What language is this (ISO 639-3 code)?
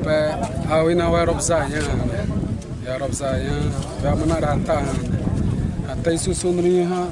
xav